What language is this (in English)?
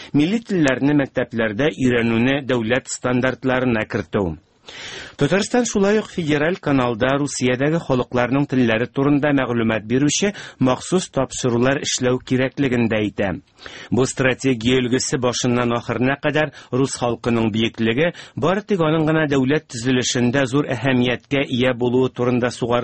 Tatar